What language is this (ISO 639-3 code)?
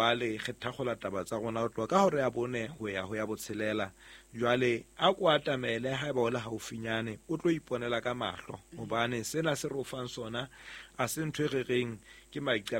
sot